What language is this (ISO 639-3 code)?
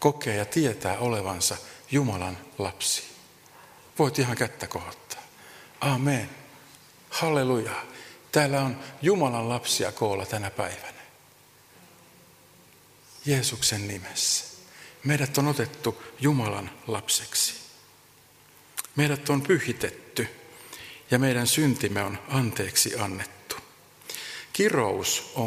fin